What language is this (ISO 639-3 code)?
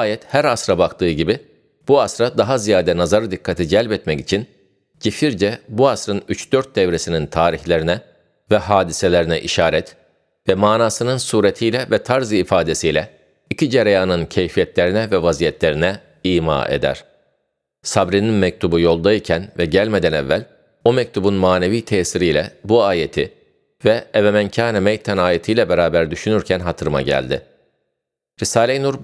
tur